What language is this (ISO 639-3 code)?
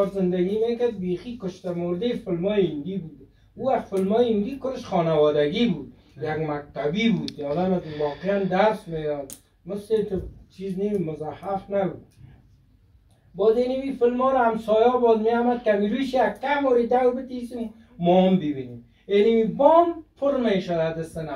fas